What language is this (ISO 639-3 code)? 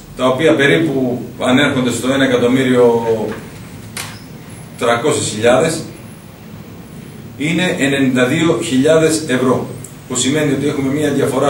ell